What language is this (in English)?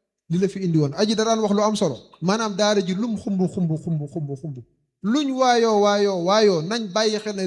Wolof